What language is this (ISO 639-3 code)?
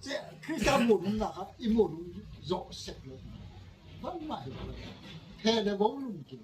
gnb